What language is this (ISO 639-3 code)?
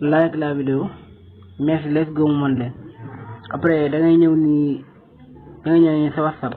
wol